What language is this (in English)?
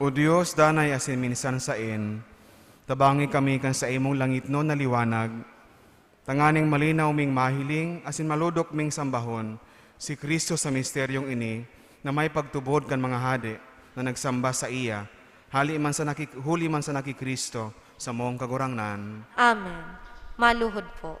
Bikol